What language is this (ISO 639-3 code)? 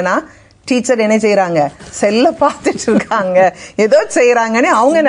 tam